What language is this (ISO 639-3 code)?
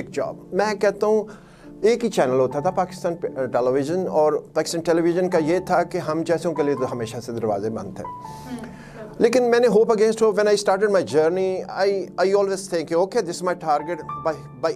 urd